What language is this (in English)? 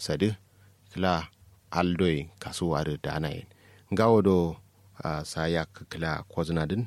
Kanuri